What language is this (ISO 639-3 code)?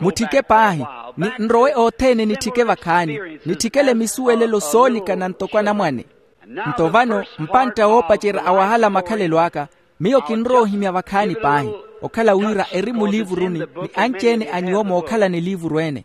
vmw